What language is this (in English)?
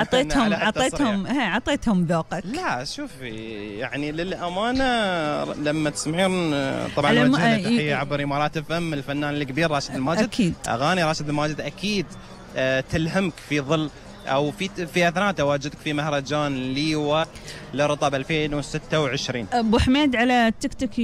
Gulf Arabic